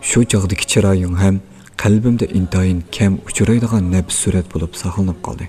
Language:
Uyghur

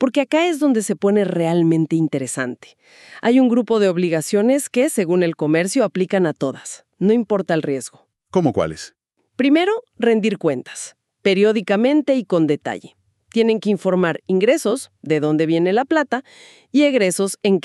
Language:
Spanish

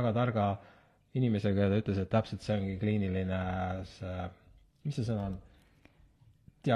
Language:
Estonian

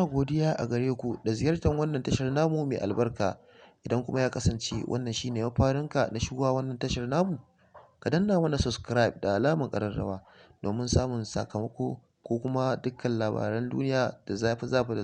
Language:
Hausa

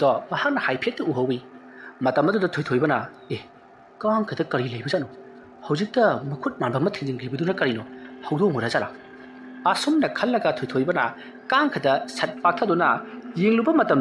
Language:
Manipuri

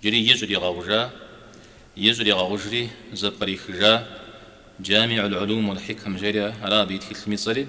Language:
Kabardian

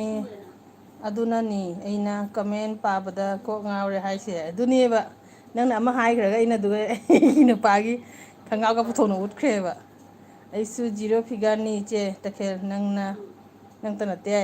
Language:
Manipuri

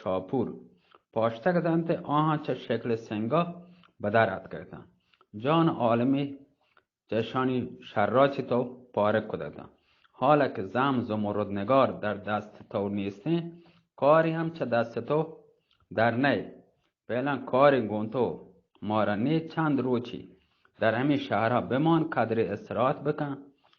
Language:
Eastern Balochi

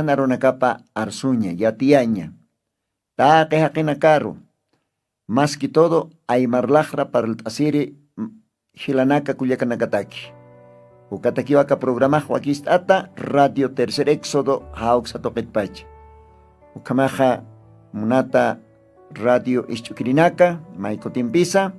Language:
Aymara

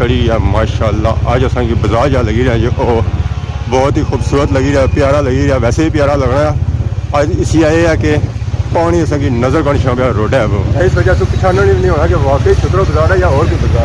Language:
Pahari-Potwari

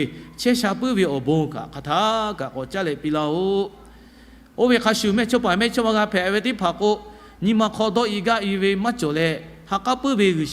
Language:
Lahu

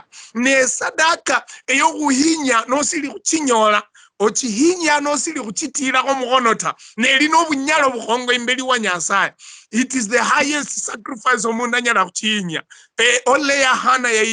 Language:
Luyia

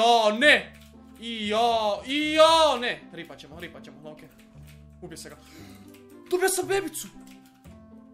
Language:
Croatian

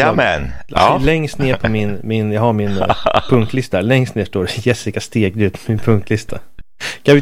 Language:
Swedish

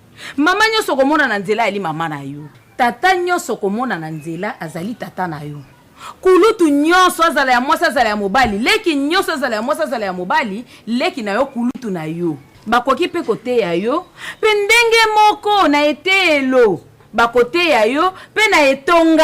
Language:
Lingala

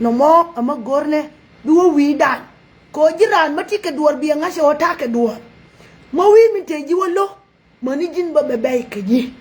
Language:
Nuer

